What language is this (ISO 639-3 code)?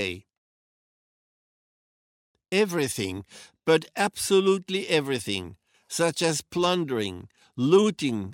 eng